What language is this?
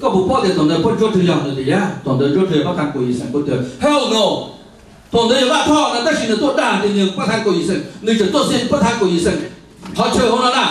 Hmong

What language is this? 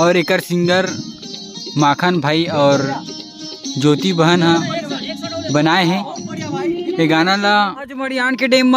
Chhattisgarhi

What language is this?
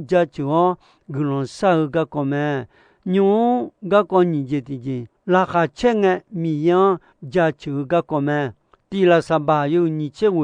Akha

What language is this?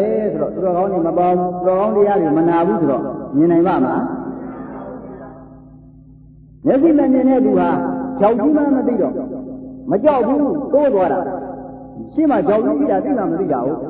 Burmese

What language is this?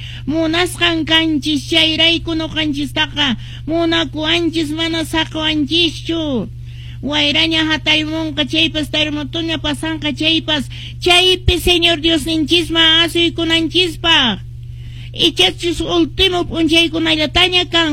Quechua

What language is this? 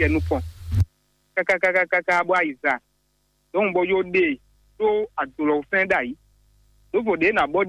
Fon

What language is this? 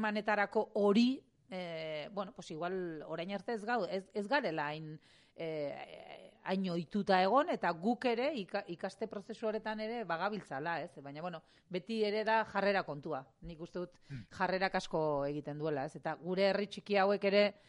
Basque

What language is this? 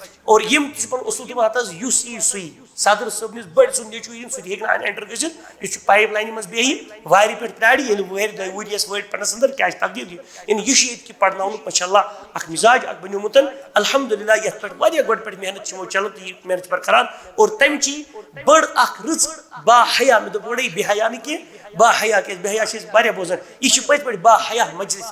Kashmiri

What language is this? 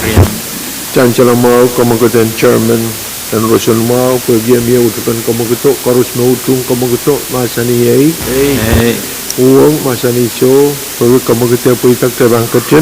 Pohnpeian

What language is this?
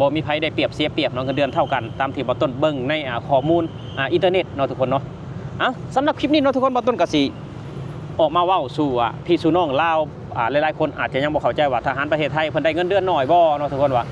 Lao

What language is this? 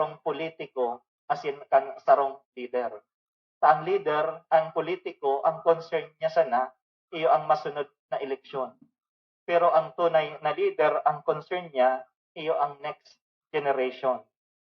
Bikol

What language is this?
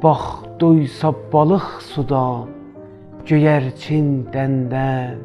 South Azerbaijani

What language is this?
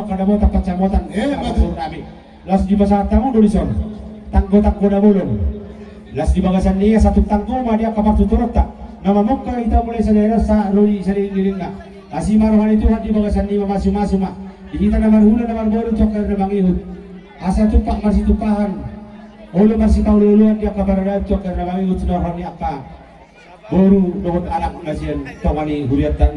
Batak Toba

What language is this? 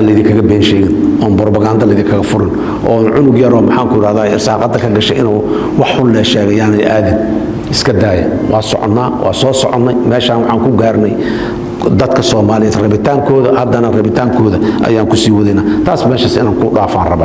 Somali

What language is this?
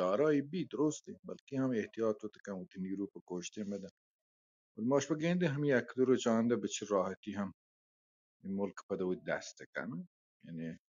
Baluchi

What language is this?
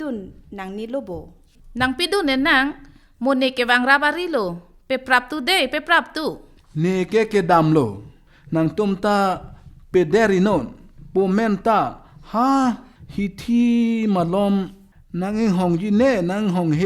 Karbi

